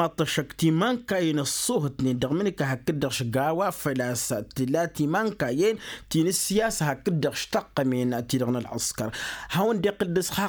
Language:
Tamasheq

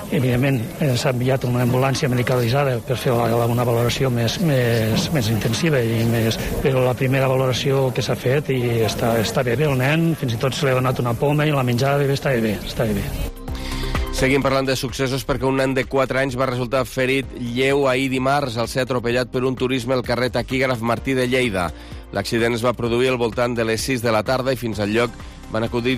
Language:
Catalan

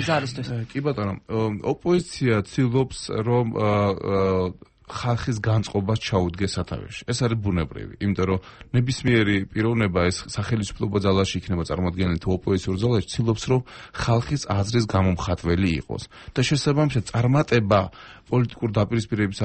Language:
Georgian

